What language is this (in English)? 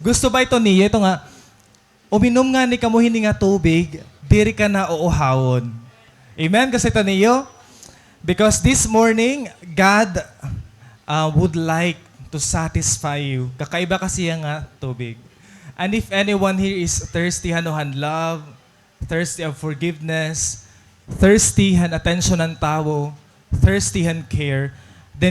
Waray